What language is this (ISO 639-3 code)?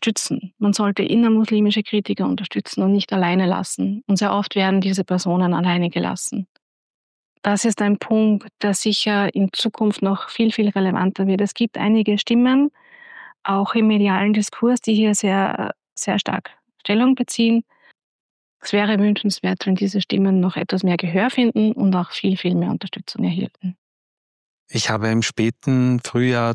deu